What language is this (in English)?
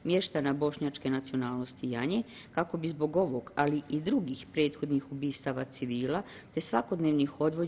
Bosnian